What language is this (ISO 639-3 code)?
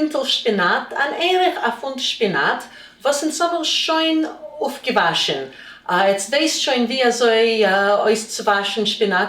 yid